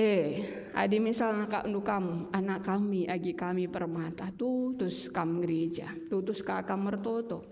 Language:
Batak Karo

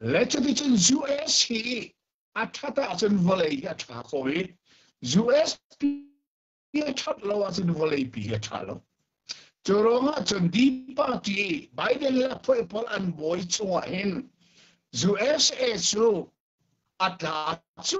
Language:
Hakha Chin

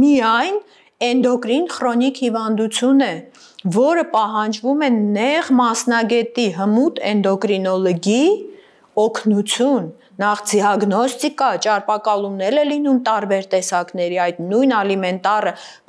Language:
Armenian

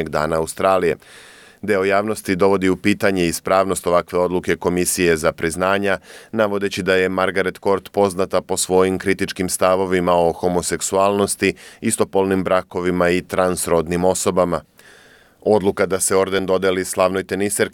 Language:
Serbian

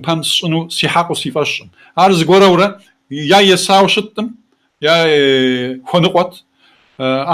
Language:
Kabardian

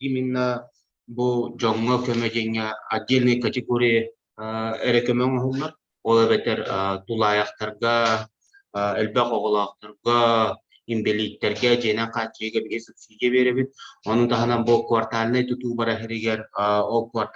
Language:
Yakut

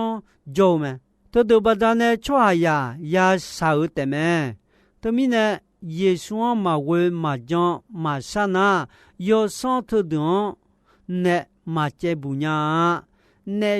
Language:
Akha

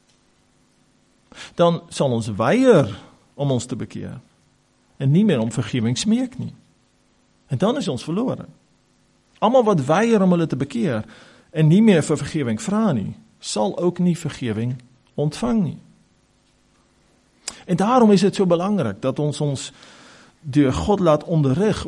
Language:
Afrikaans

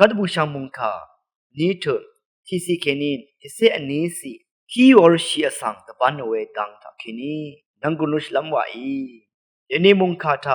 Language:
Rawang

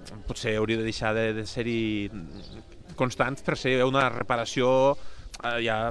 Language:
Catalan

